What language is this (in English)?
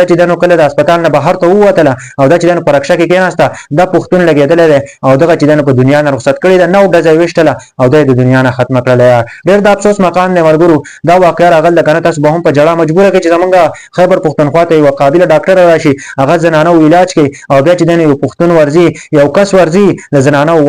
Pashto